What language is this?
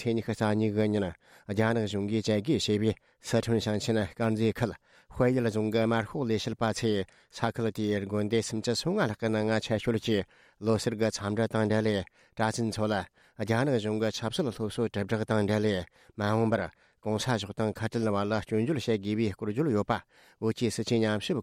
Tibetan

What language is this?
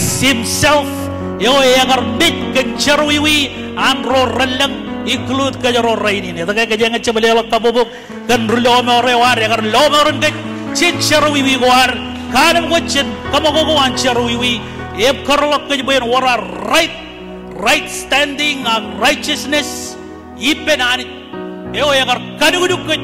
Marshallese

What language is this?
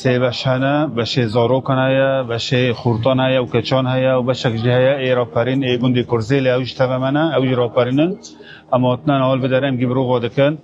Kurdish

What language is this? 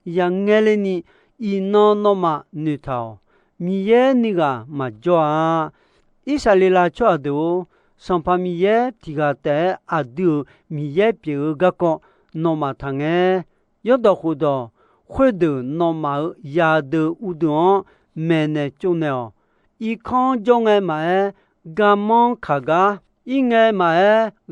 Akha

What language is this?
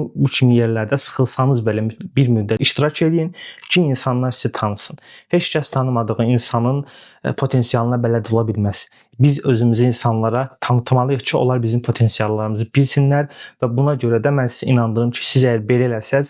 Azerbaijani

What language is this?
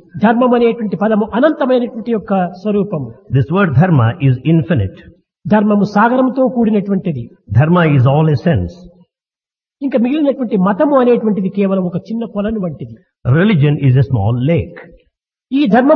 Telugu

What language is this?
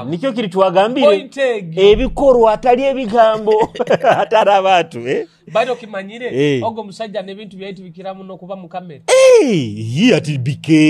Nyoro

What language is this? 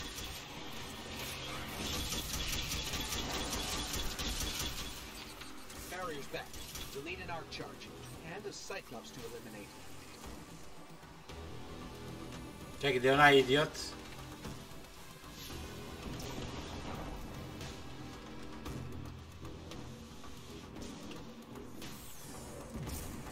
Croatian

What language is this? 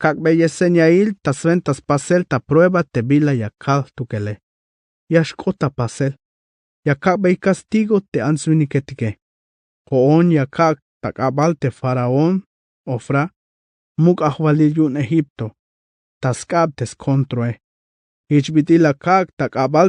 Tzeltal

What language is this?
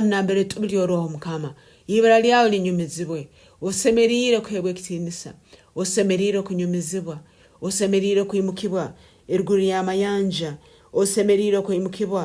Nyankole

